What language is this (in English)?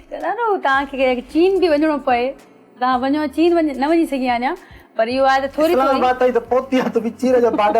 Sindhi